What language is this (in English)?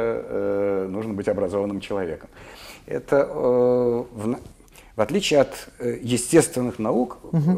Russian